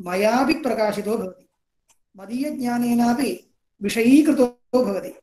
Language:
Sanskrit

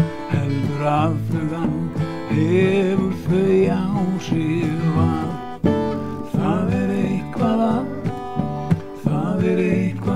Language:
Icelandic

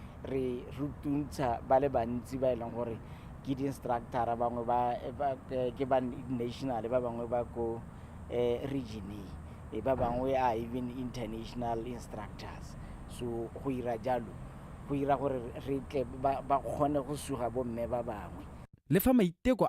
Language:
Tswana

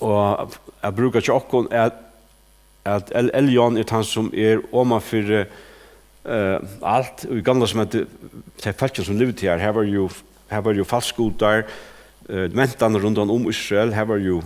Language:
Faroese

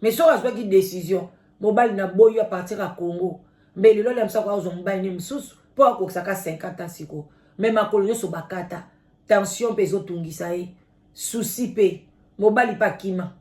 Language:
Lingala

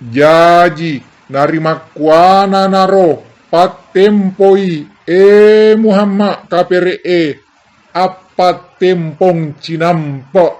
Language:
Buginese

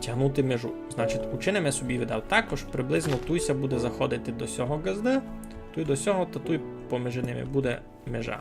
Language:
Rusyn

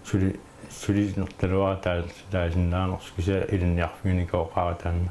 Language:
Kalaallisut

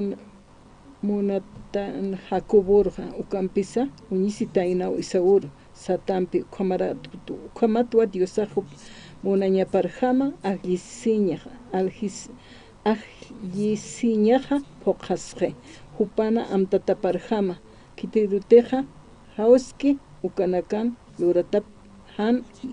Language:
Aymara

